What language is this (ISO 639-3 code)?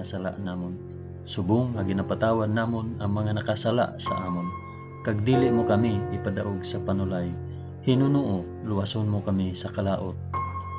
hil